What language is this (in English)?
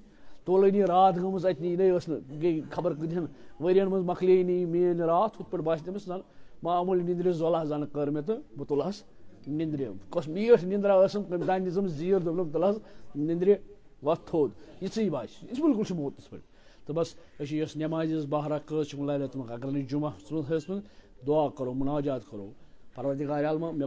Kashmiri